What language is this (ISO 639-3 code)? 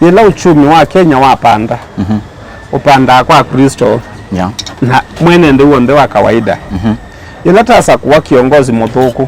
kam